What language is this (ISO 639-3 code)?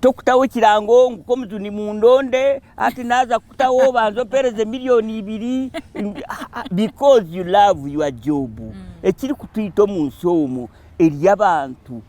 nyn